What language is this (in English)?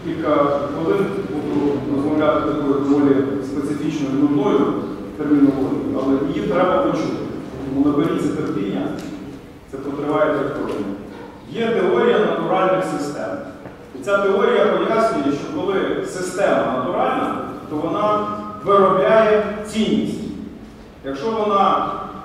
Ukrainian